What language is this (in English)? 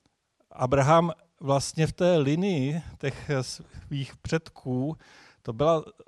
Czech